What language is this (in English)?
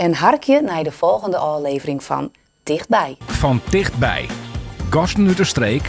Western Frisian